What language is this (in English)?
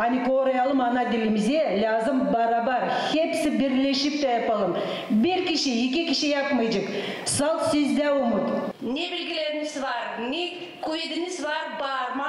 Gagauz